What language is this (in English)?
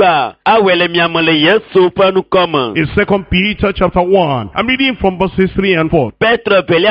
Ewe